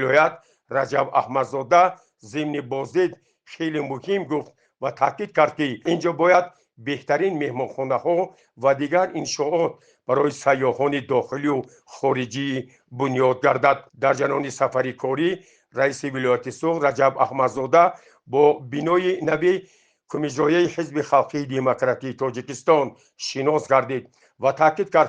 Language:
Tajik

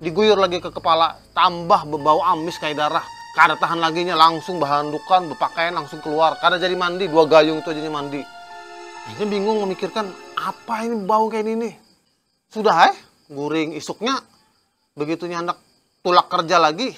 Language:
Banjar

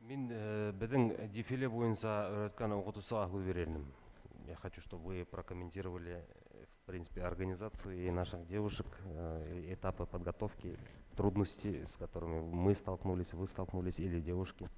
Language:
Bashkir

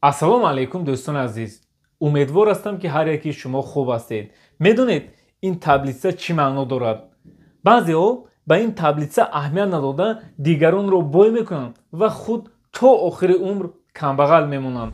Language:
Tajik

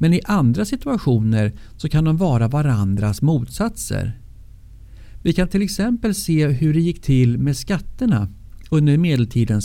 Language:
Swedish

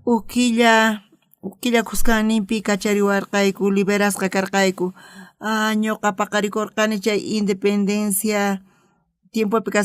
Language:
South Bolivian Quechua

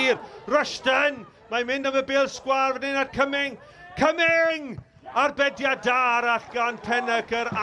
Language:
Welsh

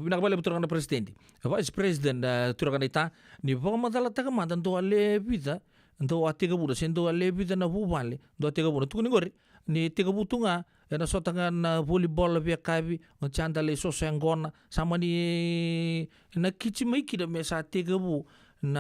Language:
Fijian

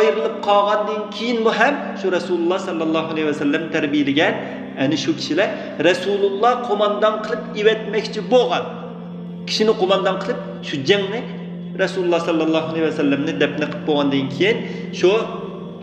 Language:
Uyghur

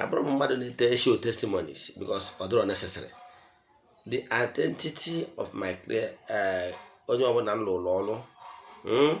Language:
Igbo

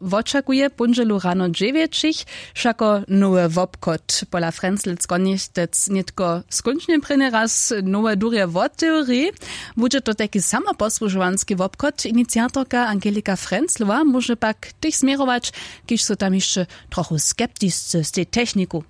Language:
Upper Sorbian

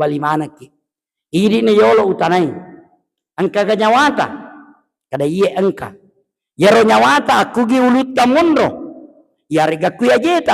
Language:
Buginese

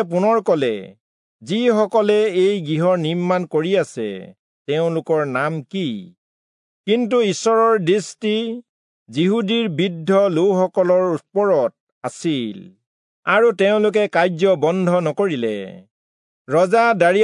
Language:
Assamese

